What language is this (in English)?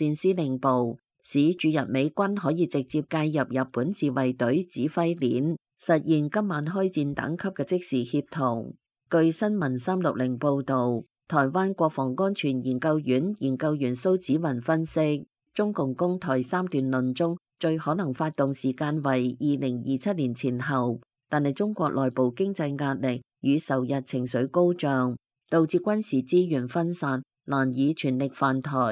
Cantonese